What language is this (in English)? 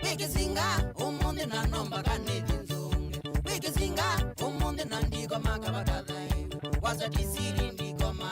Kamba